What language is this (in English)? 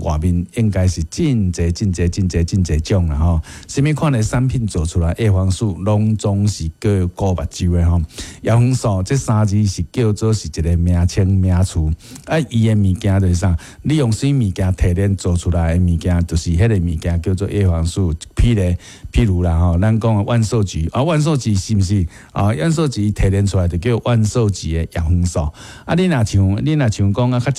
Min Nan Chinese